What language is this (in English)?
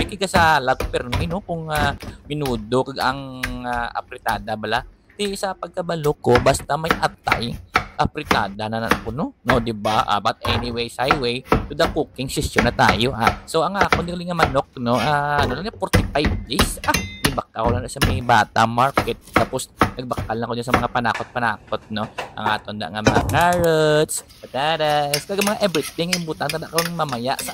Hiligaynon